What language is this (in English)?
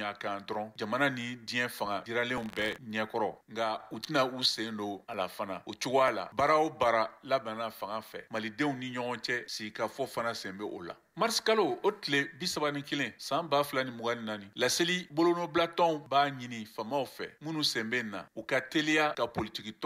Bambara